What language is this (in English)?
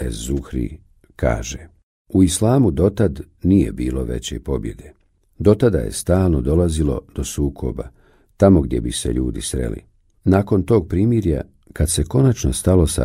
Bosnian